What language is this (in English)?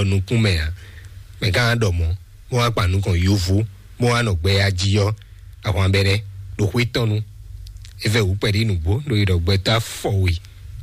Fon